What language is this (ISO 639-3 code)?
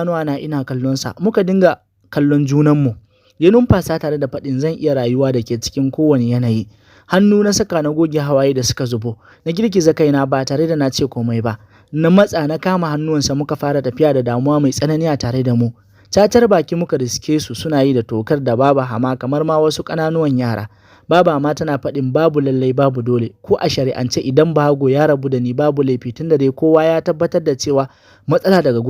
hau